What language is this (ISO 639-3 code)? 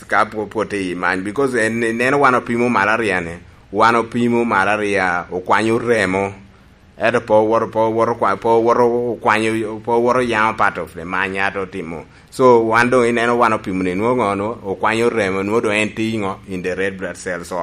laj